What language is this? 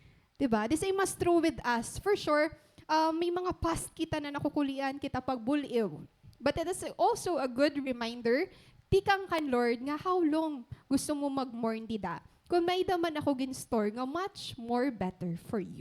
Waray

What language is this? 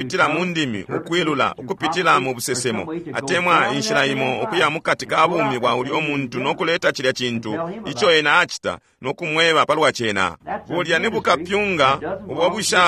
Bemba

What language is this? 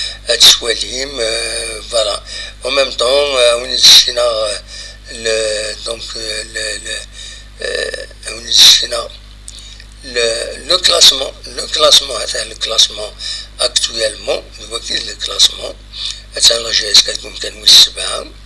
Kabyle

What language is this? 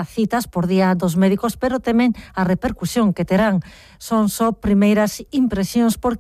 Galician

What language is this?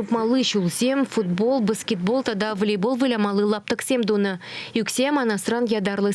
Chuvash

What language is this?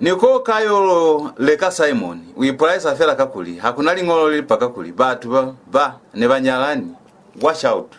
Lozi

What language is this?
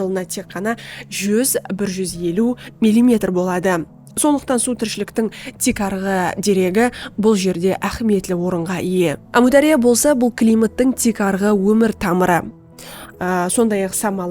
Kara-Kalpak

